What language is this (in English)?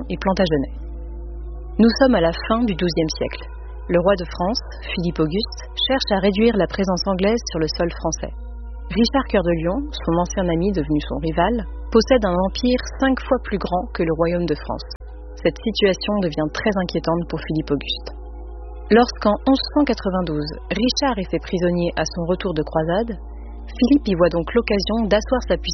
French